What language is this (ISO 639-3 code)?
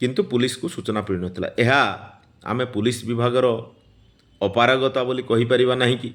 ori